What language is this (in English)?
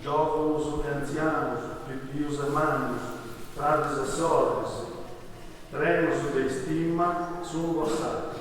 Sardinian